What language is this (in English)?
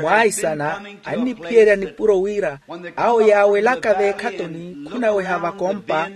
Makhuwa